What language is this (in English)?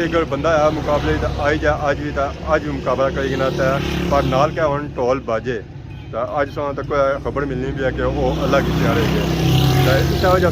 Pahari-Potwari